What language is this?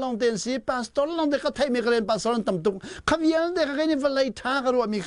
Hakha Chin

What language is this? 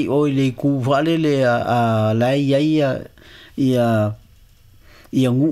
Samoan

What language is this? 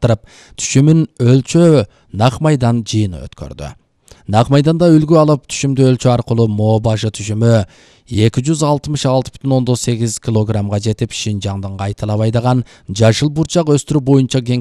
Kyrgyz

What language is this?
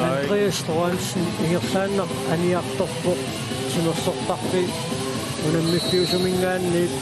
Kalaallisut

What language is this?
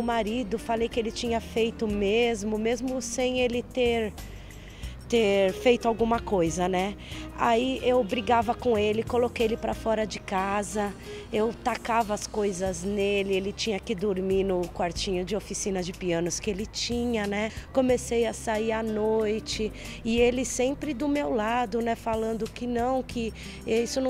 Portuguese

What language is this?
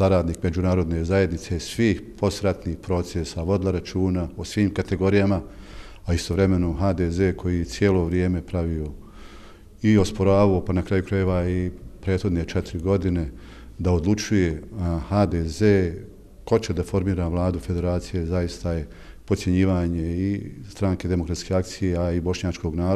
Bosnian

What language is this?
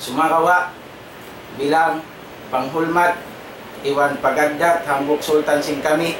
Tausug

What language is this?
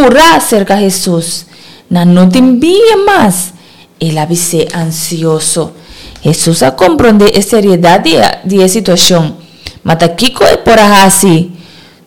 Papiamento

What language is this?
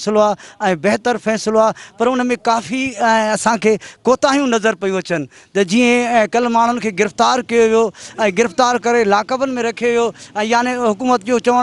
Sindhi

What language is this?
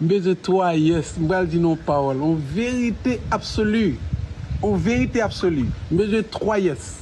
Haitian Creole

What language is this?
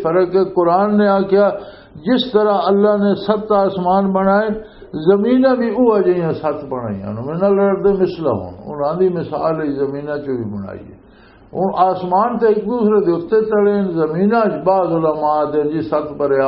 Western Panjabi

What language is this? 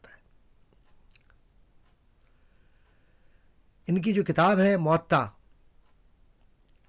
Urdu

